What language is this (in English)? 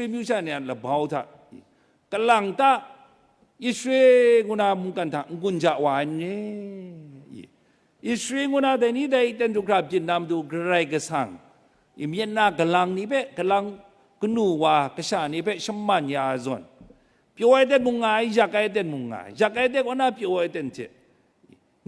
Kachin